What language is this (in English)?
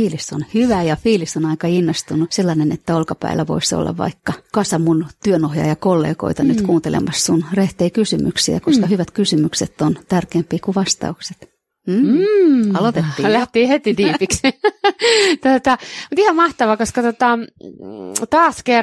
Finnish